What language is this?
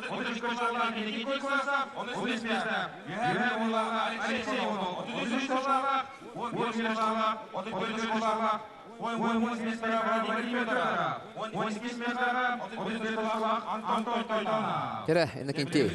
Yakut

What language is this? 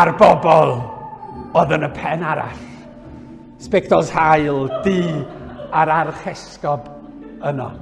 Welsh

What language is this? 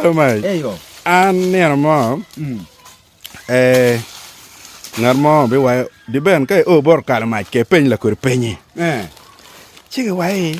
Acoli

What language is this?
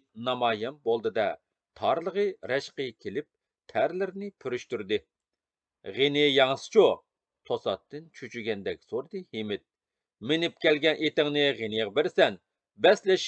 Uyghur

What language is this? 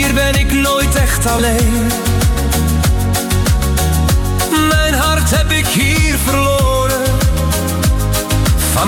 Dutch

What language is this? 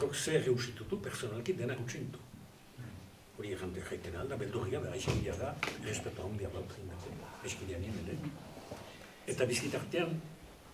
Basque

